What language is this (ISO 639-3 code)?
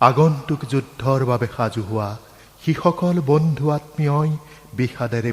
asm